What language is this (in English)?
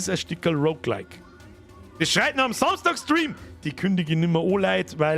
Bavarian